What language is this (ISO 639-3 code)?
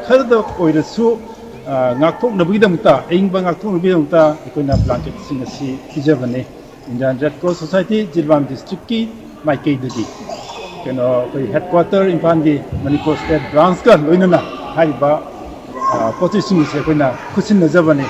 mni